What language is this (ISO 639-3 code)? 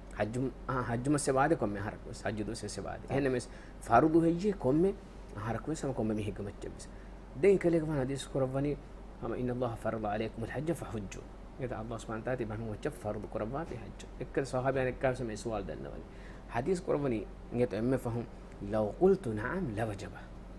div